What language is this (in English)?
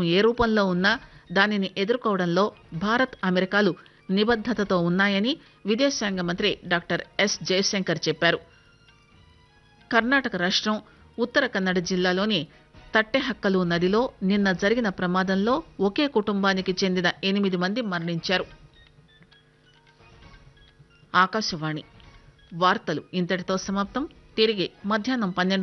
Telugu